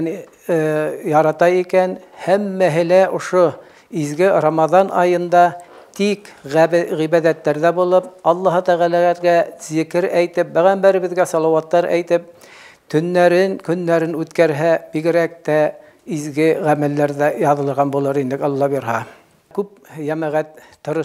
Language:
Bashkir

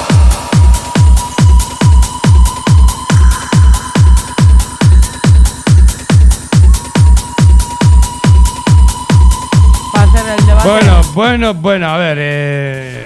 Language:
Basque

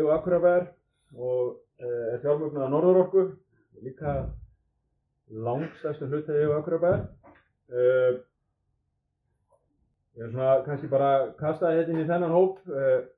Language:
Icelandic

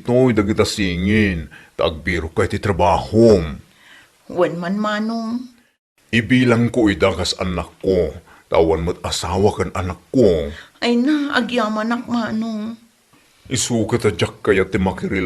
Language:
Iloko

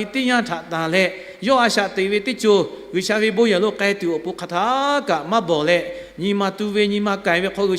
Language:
Lahu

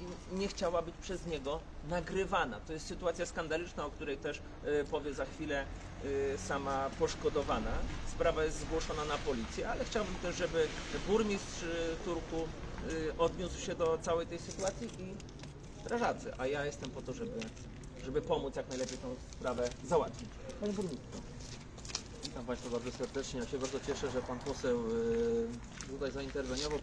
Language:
Polish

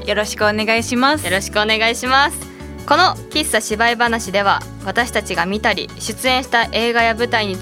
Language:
Japanese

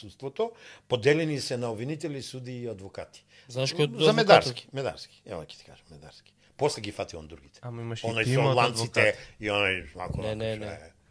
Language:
Macedonian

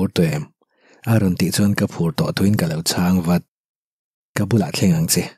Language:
Mizo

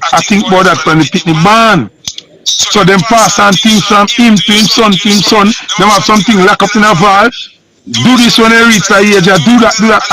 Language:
Jamaican Creole English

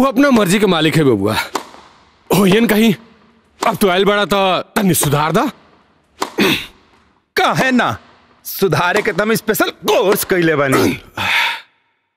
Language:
Bhojpuri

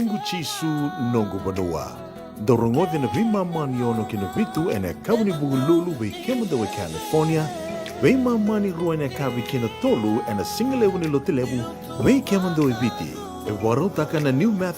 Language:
Fijian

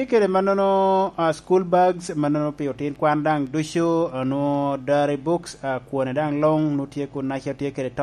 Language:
Lango (Uganda)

